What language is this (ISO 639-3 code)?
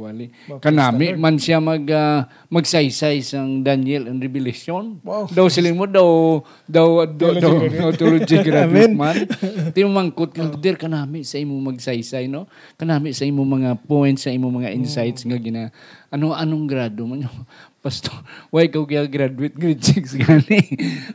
hil